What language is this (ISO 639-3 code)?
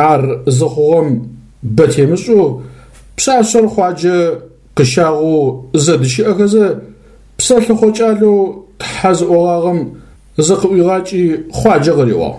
ady